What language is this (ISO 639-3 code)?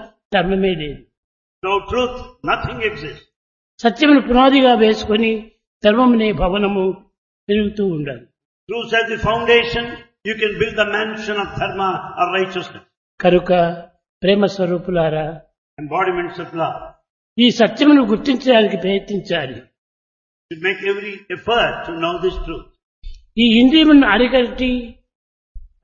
tel